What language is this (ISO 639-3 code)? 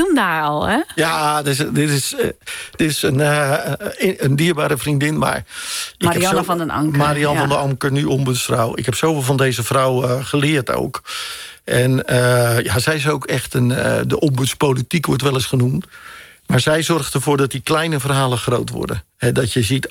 nld